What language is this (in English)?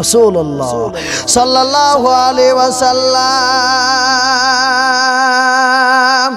Kashmiri